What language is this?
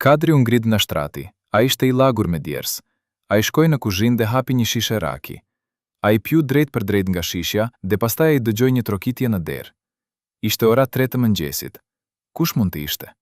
Albanian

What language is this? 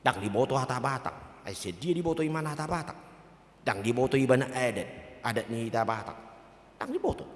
Batak Toba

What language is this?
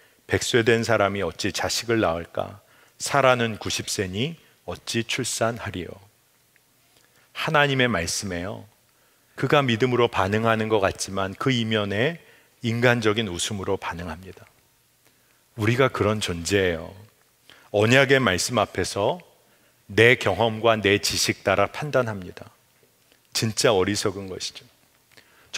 Korean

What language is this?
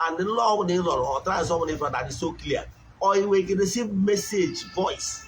Igbo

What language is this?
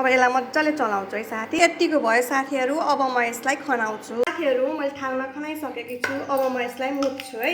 Nepali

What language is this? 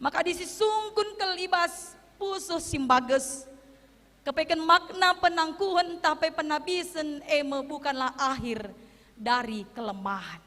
Batak Karo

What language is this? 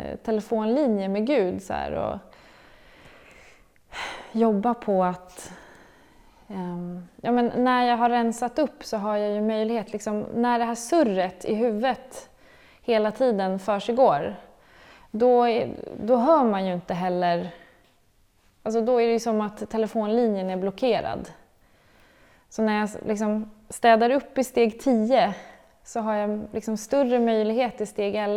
Swedish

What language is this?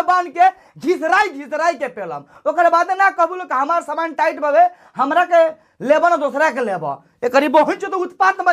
Bhojpuri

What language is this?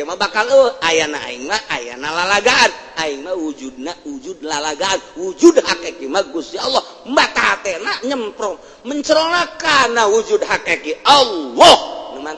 Sundanese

